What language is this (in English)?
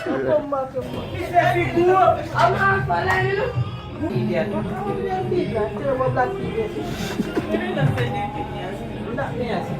Jamaican Creole English